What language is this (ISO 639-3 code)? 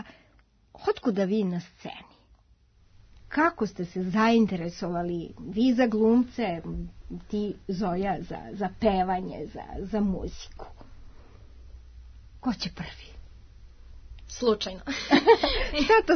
srp